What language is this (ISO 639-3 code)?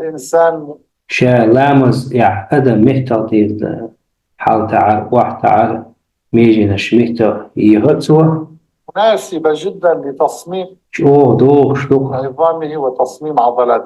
che